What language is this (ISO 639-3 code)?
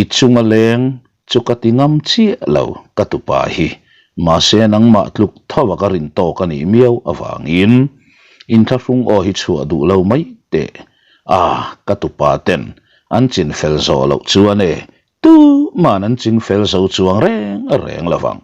lus